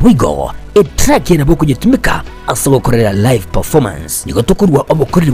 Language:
Gusii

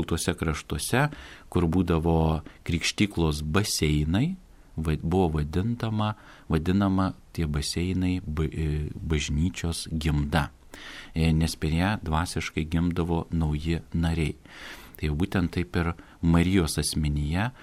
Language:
Lithuanian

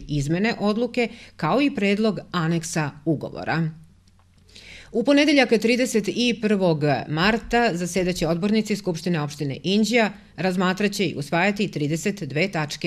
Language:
Serbian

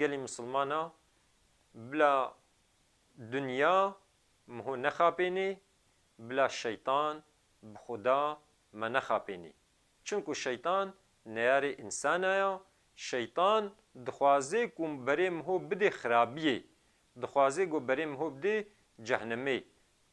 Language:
Kurdish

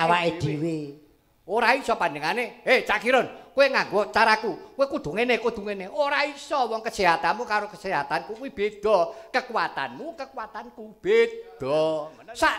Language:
Javanese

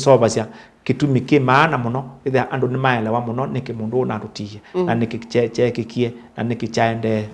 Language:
Kamba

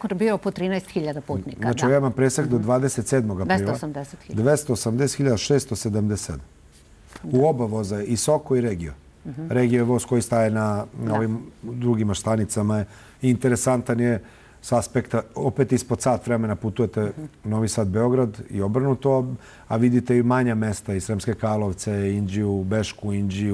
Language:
Serbian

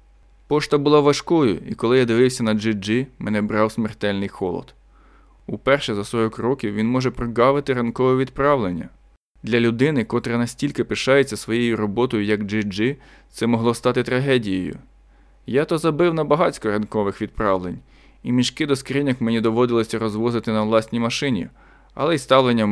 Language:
Ukrainian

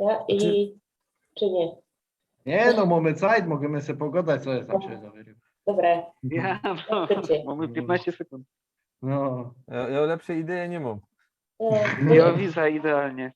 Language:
Silesian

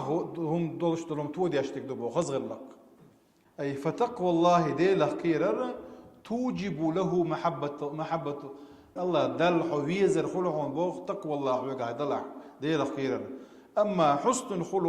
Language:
Chechen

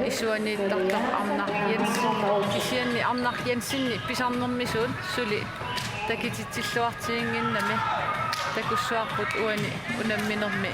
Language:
Kalaallisut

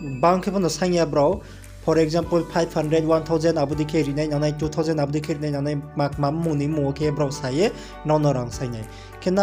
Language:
Riang (India)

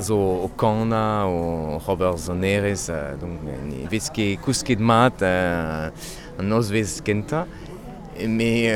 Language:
Breton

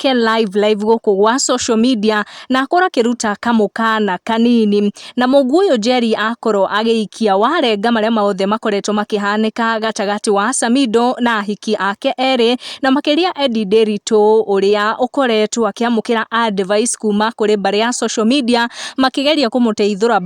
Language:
Kikuyu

